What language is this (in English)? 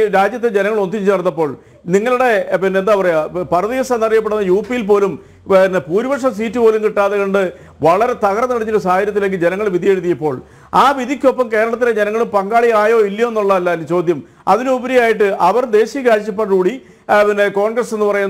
Malayalam